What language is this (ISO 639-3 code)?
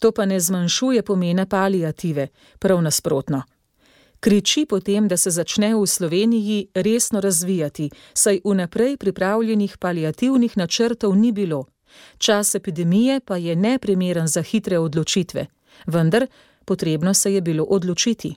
slv